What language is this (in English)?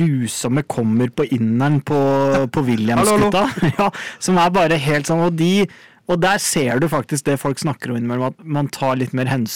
Norwegian